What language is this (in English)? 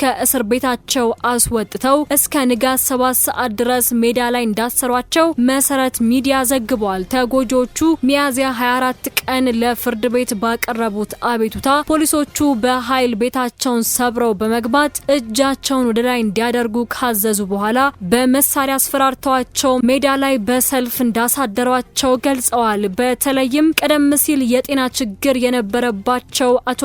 Amharic